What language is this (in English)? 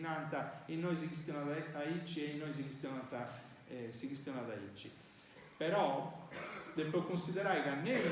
Sardinian